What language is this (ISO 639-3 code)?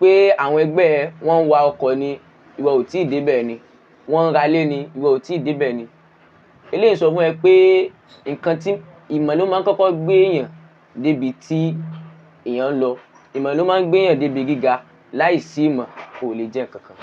yor